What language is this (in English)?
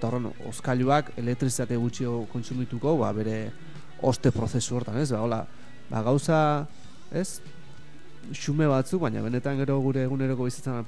Basque